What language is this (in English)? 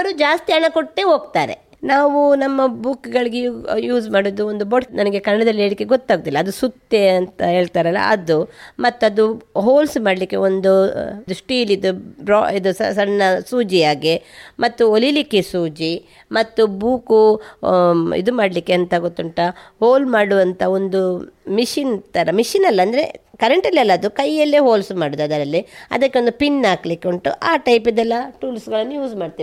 Kannada